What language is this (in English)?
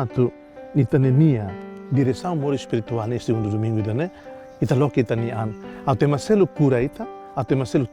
Tetum